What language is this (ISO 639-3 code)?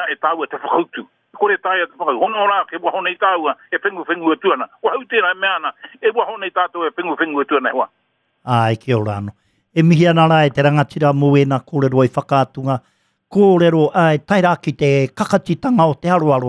mri